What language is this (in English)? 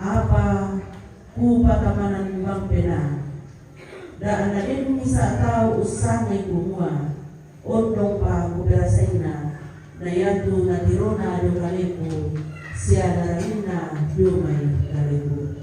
Toraja-Sa'dan